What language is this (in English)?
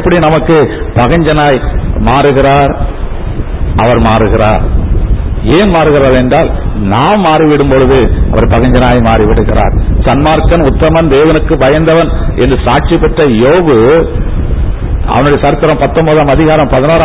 Tamil